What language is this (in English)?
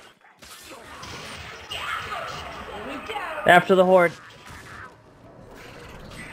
English